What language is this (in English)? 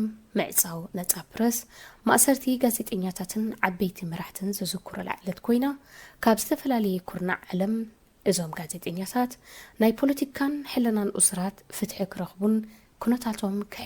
Tigrinya